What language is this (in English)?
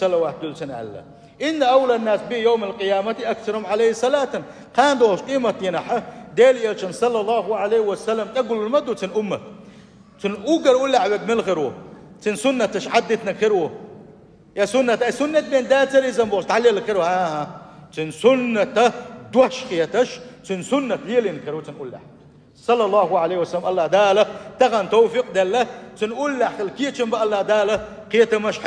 Chechen